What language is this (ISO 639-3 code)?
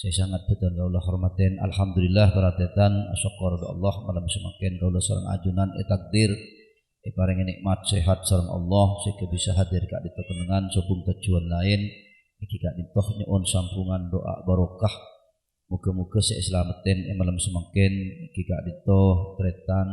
mad